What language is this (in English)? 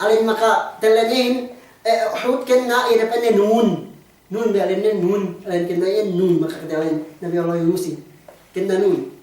Yakan